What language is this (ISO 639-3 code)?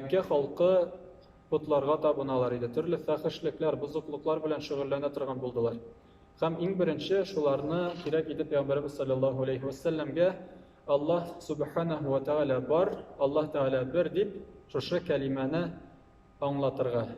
tat